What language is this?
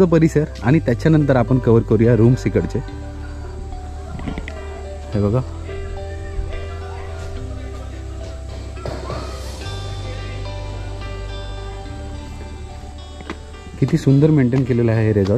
Marathi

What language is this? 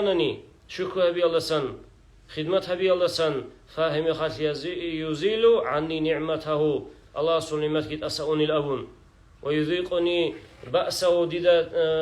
Avaric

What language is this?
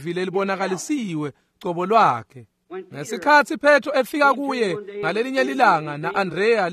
Swati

